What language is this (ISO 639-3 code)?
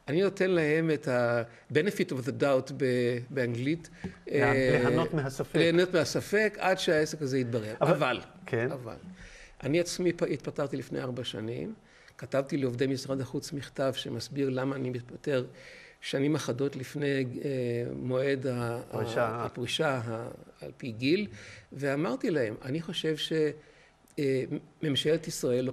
heb